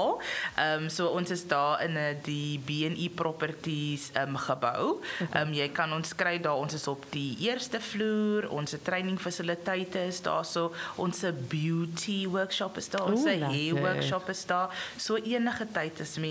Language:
Afrikaans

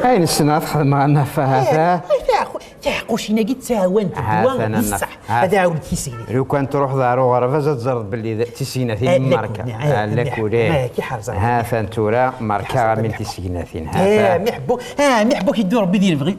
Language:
Kabyle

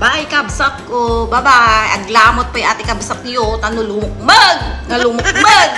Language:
Iloko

